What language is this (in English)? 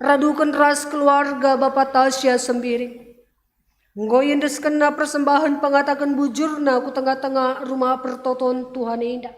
Batak Karo